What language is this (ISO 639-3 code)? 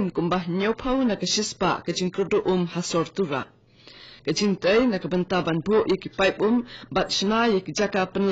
kha